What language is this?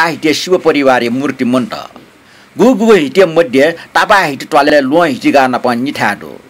Newari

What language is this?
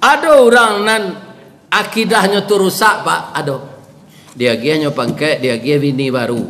Minangkabau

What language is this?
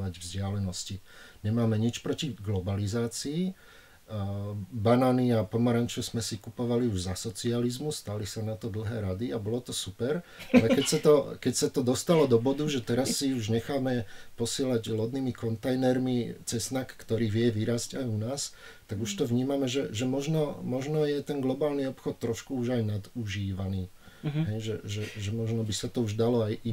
Slovak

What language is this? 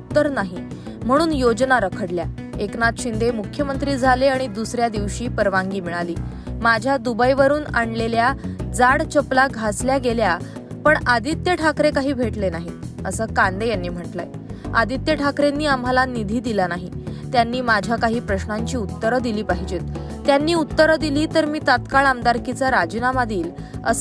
Marathi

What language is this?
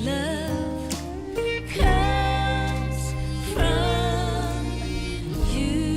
Fijian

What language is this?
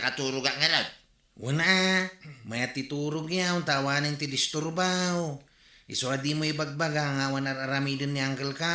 Iloko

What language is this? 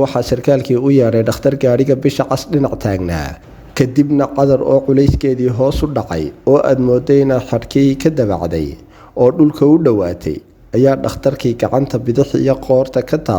Somali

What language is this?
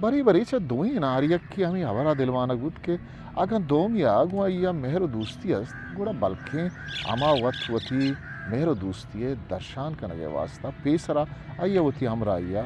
Eastern Balochi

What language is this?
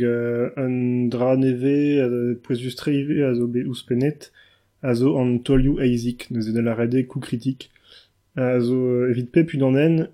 Breton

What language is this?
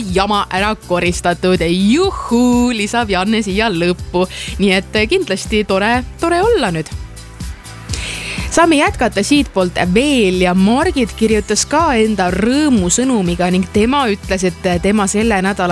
Estonian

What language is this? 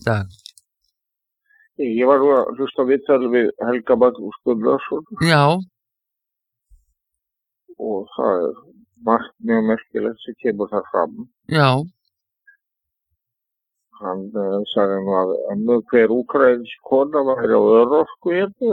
Icelandic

